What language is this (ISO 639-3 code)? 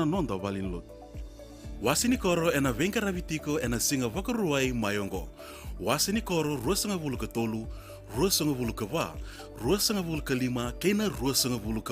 fij